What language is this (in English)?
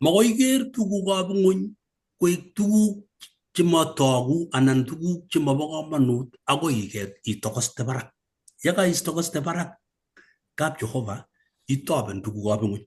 Kalenjin